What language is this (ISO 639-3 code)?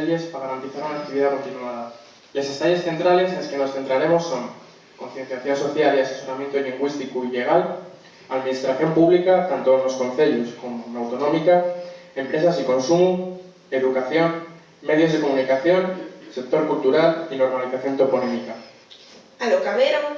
ast